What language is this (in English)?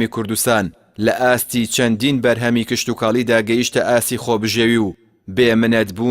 Central Kurdish